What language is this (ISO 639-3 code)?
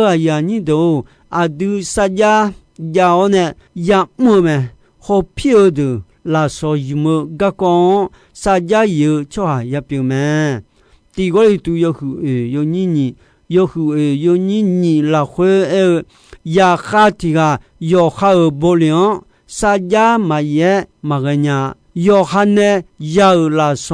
ahk